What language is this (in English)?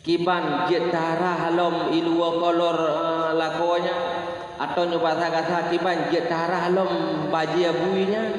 Achinese